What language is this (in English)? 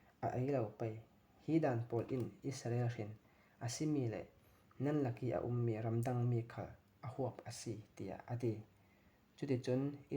Falam Chin